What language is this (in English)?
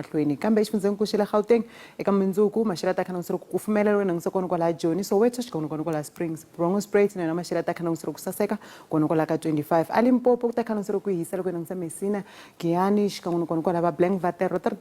Tsonga